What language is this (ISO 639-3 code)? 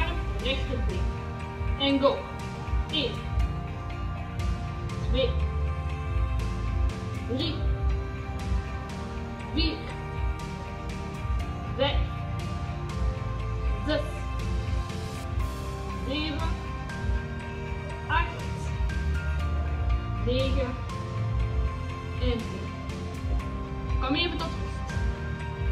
nld